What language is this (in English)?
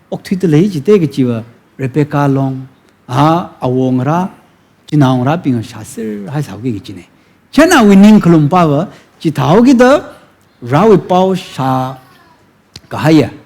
Tangkhul Naga (India)